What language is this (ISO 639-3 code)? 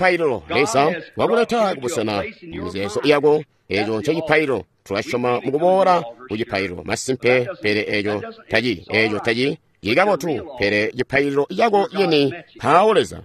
toi